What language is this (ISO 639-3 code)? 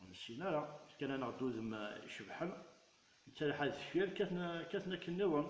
kab